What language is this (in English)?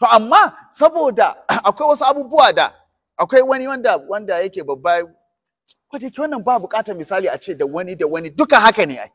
Hausa